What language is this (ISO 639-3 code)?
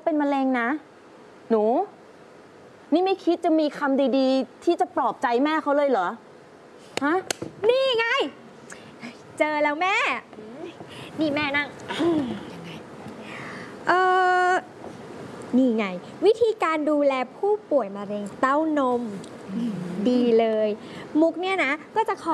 tha